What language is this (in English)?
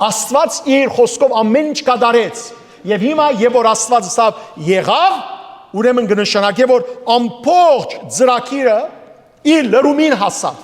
Western Armenian